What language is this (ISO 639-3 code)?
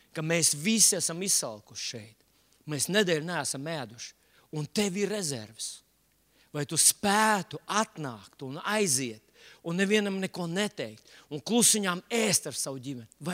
lav